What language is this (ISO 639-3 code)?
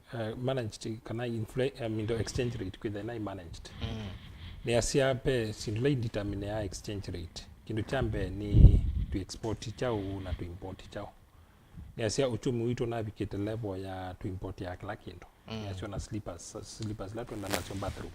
kam